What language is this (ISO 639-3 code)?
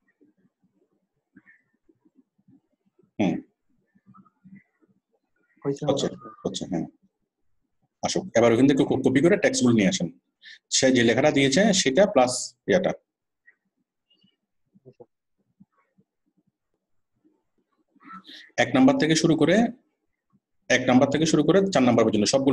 ben